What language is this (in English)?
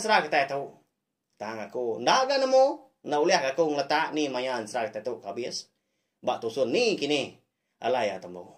Iban